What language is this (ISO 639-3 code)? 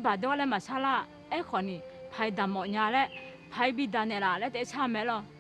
ahk